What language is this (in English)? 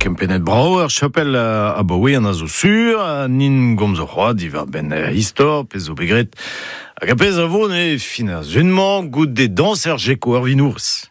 Breton